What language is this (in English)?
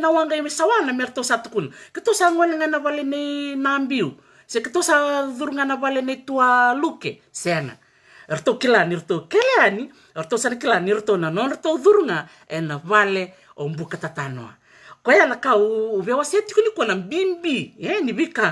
Fijian